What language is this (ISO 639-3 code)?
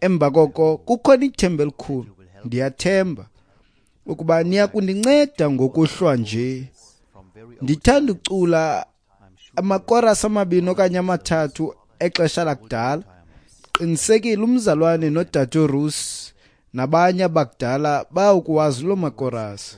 xho